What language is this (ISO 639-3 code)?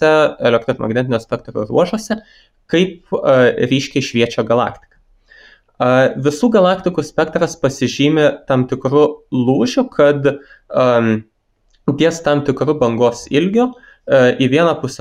lit